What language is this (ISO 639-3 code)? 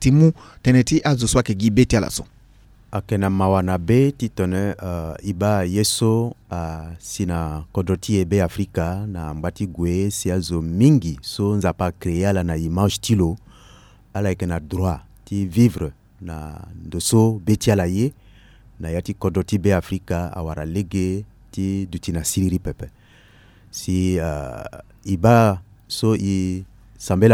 sag